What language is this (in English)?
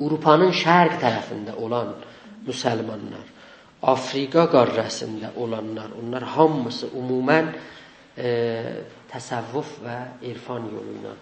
South Azerbaijani